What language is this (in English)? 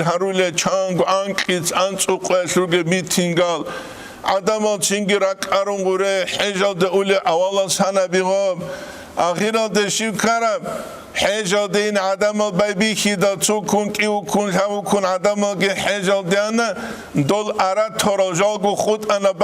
Avaric